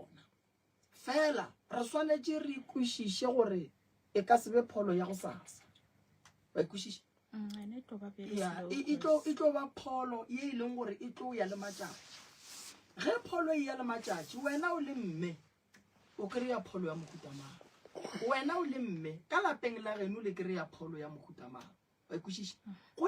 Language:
Northern Sotho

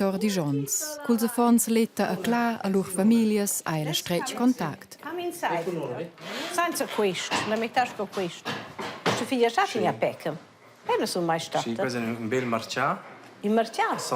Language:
Romansh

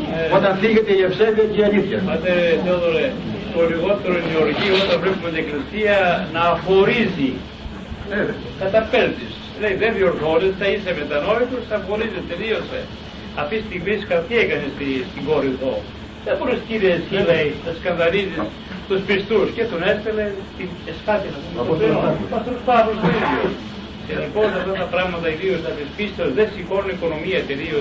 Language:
Greek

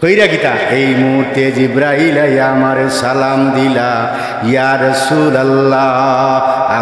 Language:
Sylheti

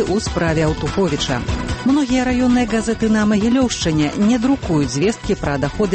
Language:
Belarusian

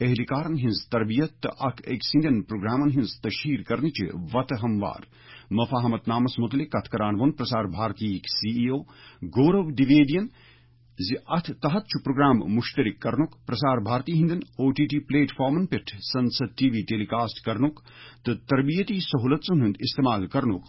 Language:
Kashmiri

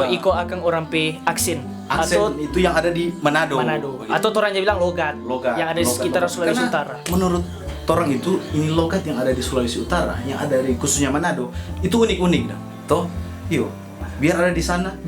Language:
Manado Malay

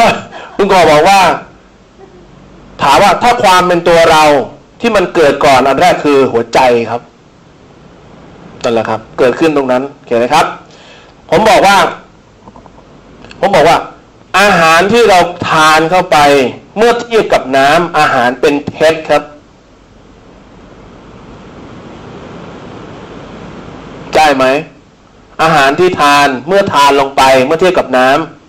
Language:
Thai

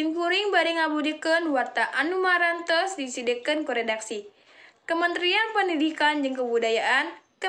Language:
Sundanese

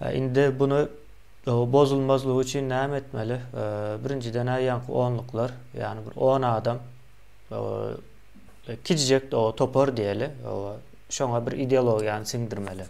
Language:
Turkmen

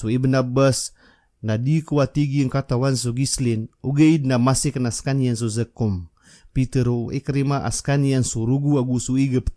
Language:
Maranao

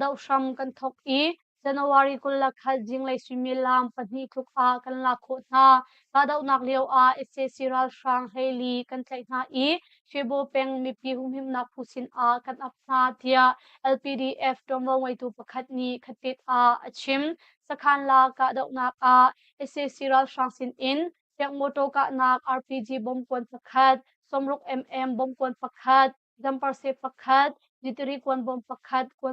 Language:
Hakha Chin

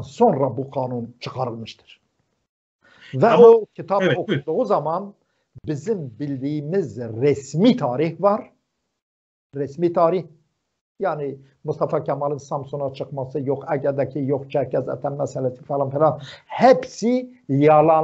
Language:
Turkish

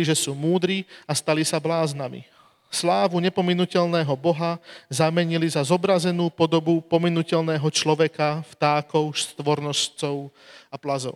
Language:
Slovak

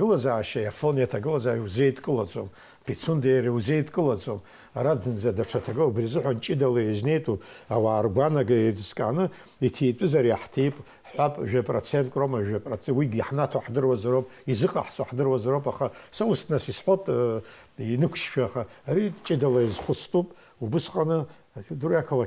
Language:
Abkhazian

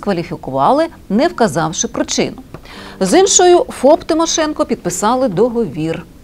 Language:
Ukrainian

